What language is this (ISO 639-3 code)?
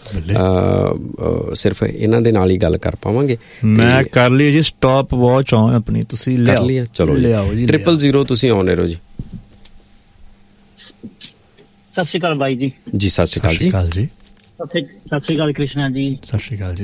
pan